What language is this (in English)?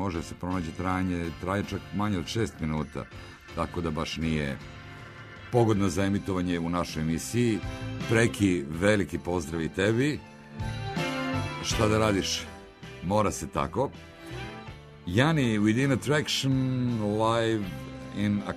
Serbian